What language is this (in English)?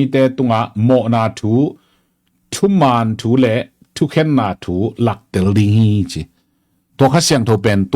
Tedim Chin